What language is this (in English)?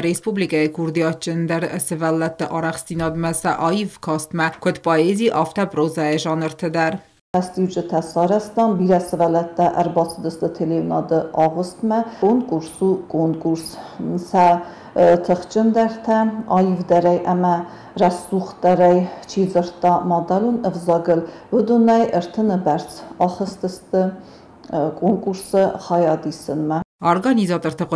Ossetic